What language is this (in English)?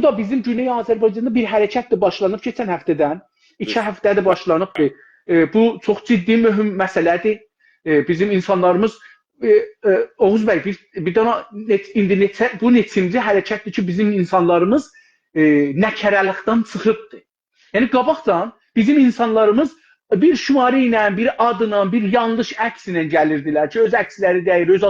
South Azerbaijani